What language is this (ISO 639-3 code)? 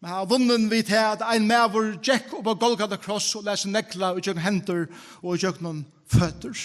fao